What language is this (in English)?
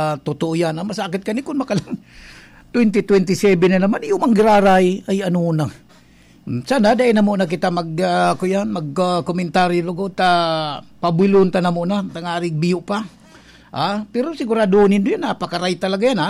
Bikol